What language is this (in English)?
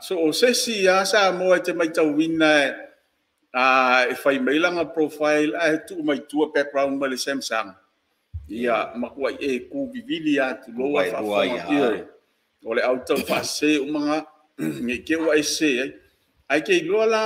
Samoan